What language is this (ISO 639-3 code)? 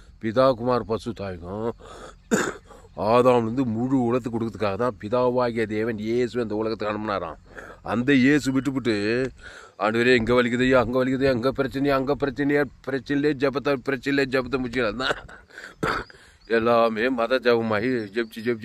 tam